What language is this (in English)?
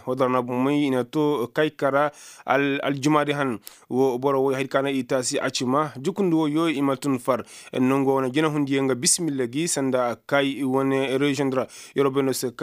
Koyraboro Senni